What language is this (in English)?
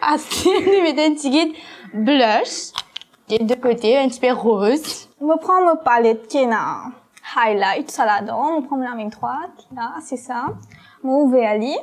Morisyen